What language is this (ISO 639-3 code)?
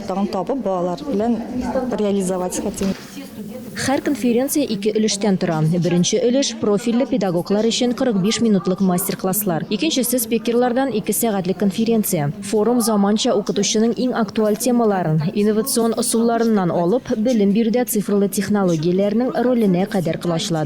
tat